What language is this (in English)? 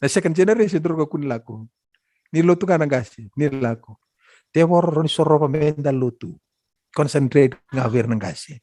Fijian